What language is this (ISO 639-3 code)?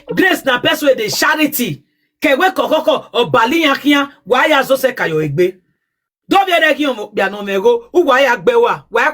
pcm